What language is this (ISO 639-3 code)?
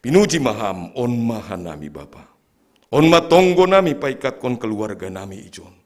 bts